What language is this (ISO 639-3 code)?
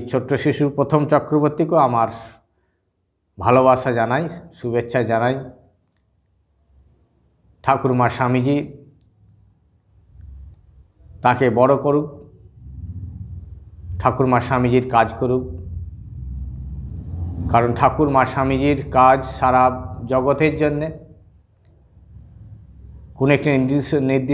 ben